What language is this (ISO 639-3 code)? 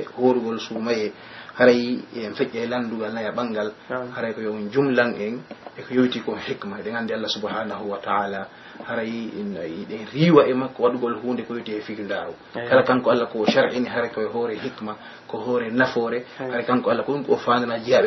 fuf